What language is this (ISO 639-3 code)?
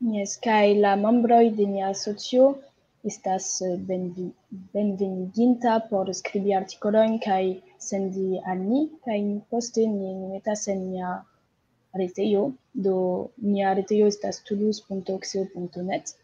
epo